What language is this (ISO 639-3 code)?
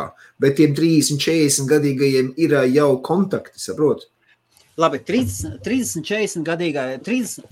lav